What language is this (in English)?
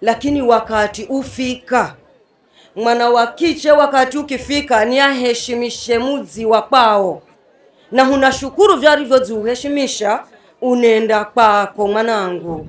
Swahili